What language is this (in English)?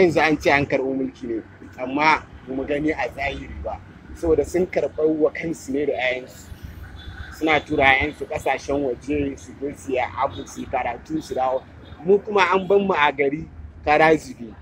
Hausa